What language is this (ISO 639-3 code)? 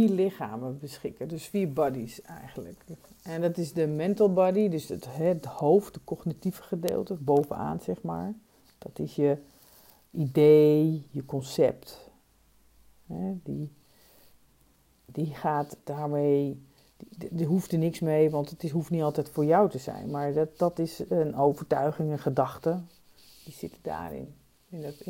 nld